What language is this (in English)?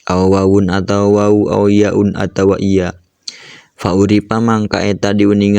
Sundanese